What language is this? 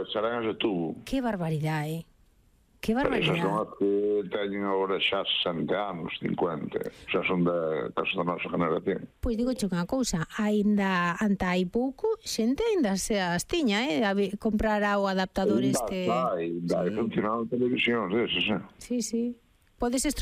Galician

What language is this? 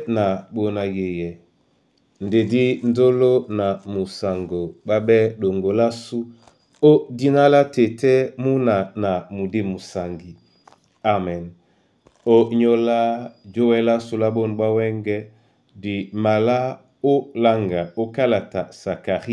Duala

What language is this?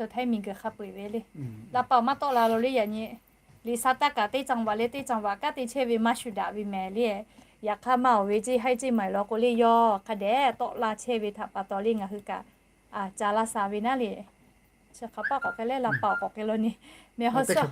Lahu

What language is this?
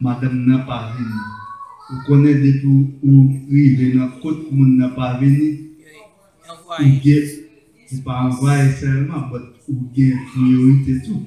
Haitian Creole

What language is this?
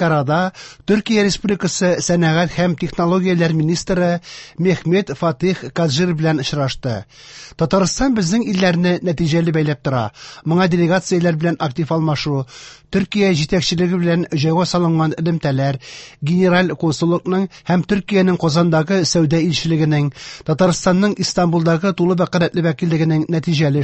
Tatar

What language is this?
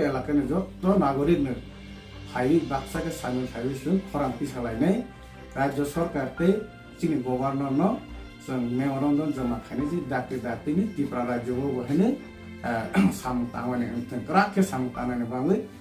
Kok Borok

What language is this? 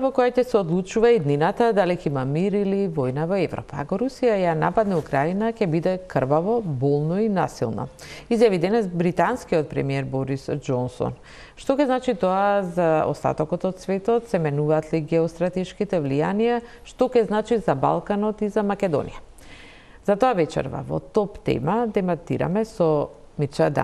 Macedonian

